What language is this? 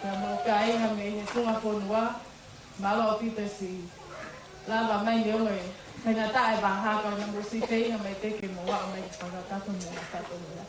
Tongan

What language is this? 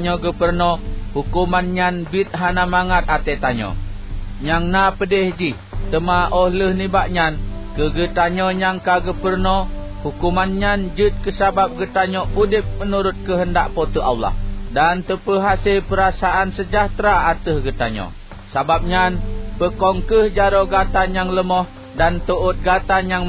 Achinese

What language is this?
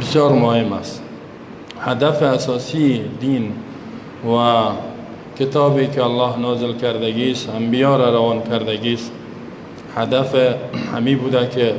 Persian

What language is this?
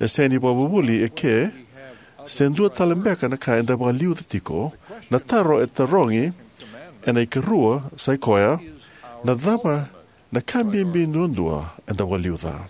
Fijian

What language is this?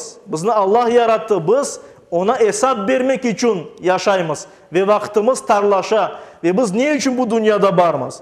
Crimean Tatar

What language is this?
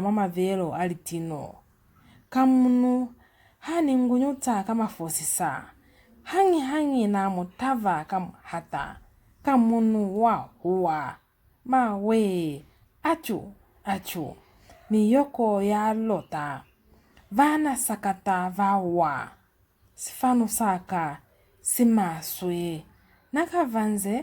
Lozi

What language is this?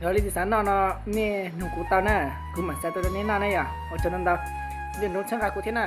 Hmong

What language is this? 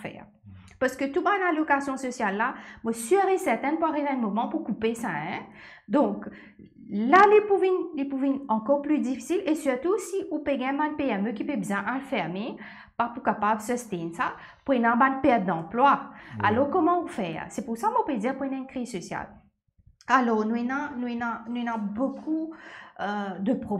Morisyen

